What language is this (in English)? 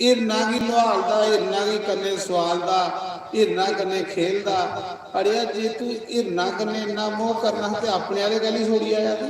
Dogri